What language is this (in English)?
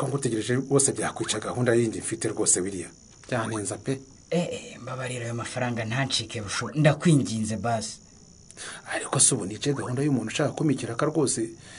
Kinyarwanda